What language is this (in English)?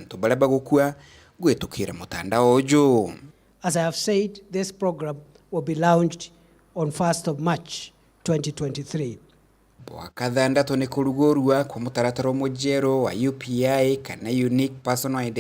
Meru